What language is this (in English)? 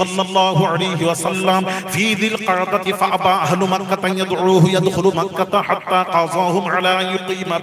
Bangla